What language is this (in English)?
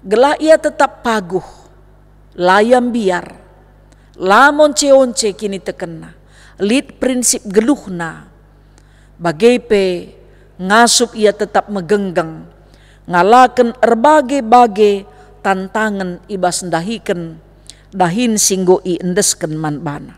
Batak Karo